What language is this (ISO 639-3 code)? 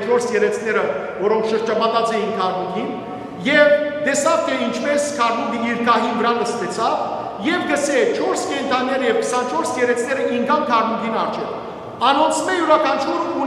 hyw